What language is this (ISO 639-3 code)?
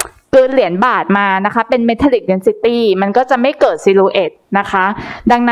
tha